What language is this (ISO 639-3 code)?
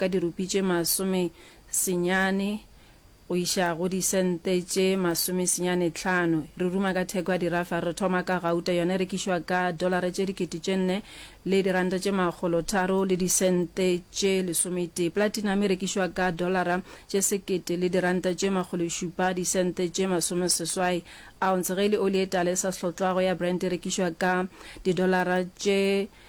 nso